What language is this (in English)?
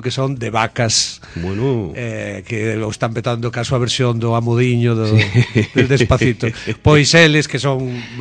Galician